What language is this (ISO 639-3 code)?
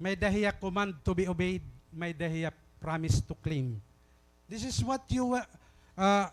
war